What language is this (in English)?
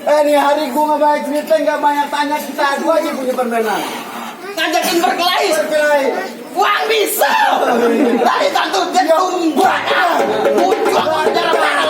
Betawi